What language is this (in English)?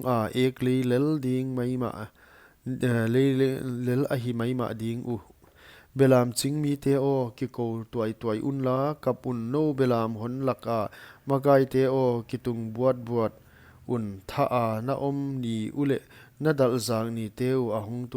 Paite Chin